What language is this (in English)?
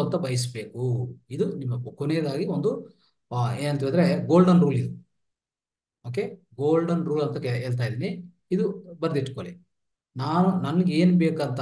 Kannada